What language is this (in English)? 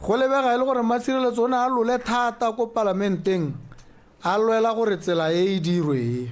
Tswana